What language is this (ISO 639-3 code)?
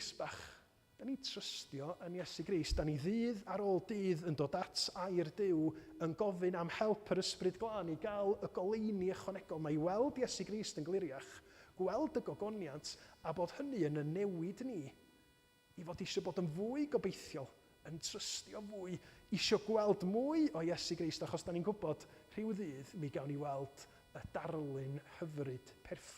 cym